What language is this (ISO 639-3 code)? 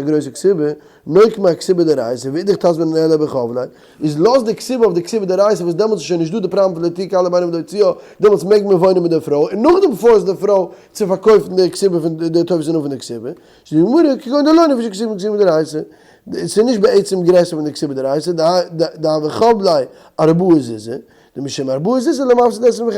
yid